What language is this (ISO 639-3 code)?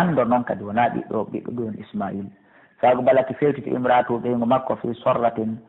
fuf